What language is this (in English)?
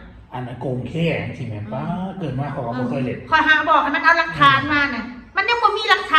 Northeastern Thai